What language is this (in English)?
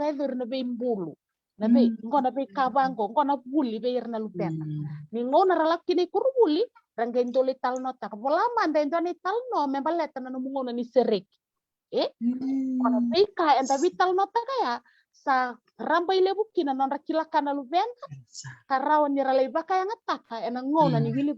Fijian